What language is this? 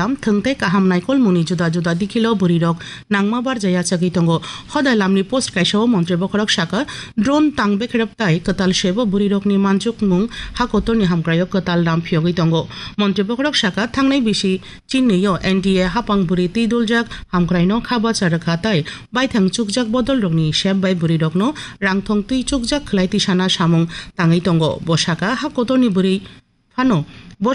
Kok Borok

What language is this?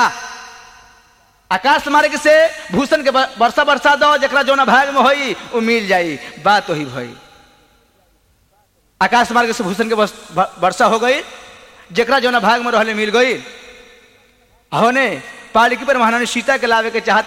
Bhojpuri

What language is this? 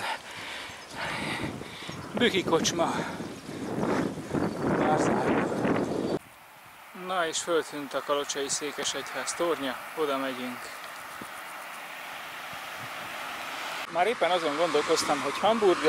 Hungarian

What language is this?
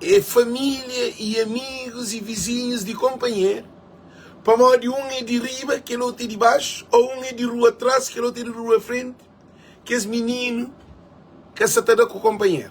Kabuverdianu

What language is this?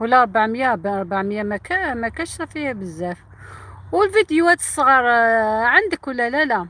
Algerian Arabic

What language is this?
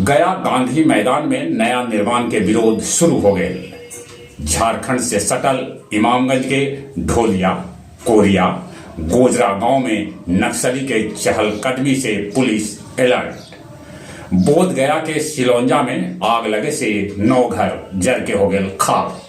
Magahi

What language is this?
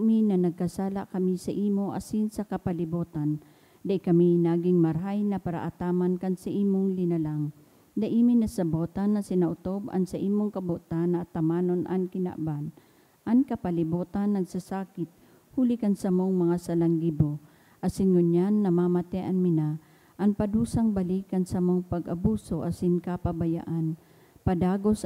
Bikol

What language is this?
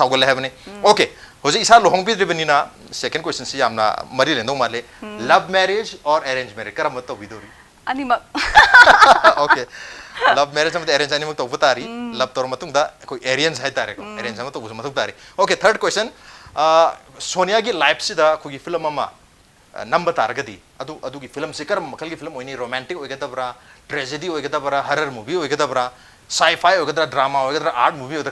Manipuri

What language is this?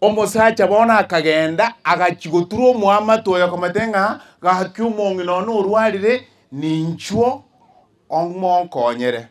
Gusii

